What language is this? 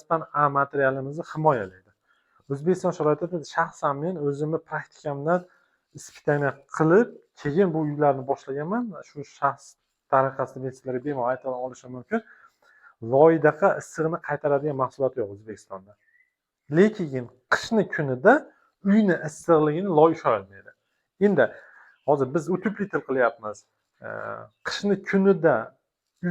Uzbek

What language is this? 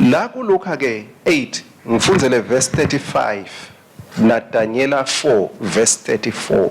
Swati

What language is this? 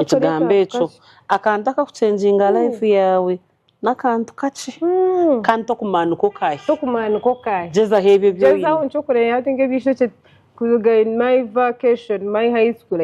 Nyankole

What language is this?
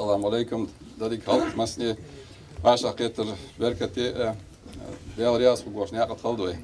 Ingush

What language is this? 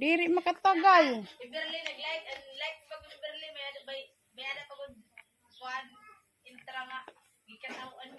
Waray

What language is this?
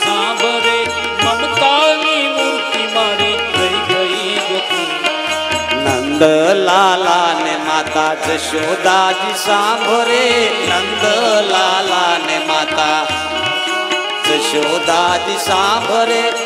Gujarati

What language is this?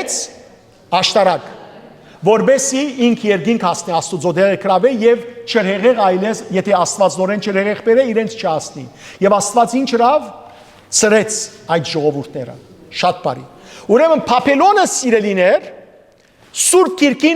Western Armenian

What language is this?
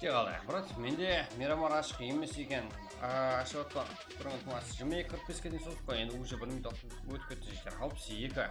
Kara-Kalpak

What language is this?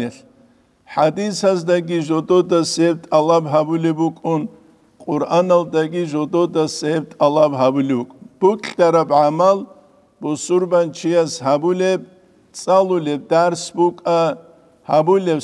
Avaric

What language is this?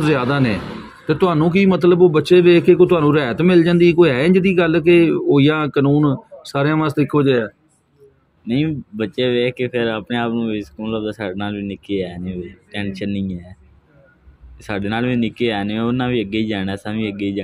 Punjabi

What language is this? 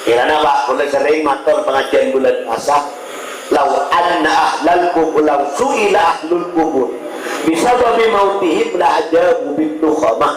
Madurese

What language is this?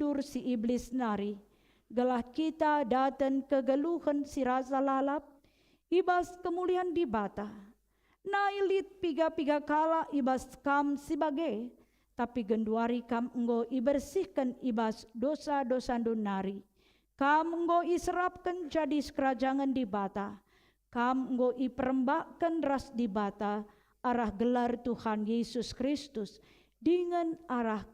Batak Karo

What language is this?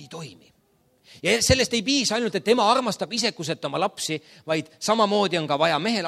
Estonian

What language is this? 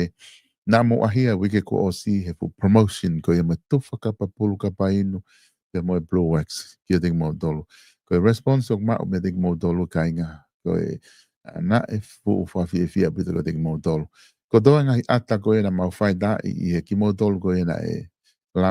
Tongan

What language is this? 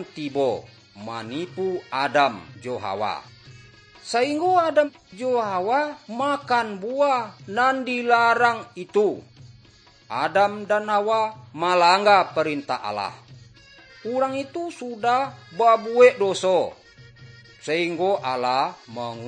Minangkabau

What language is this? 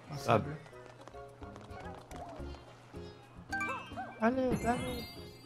French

